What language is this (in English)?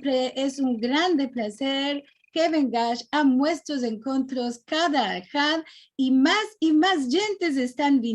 Ladino